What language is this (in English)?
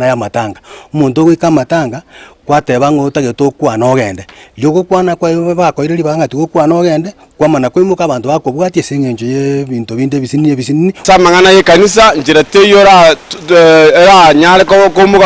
Gusii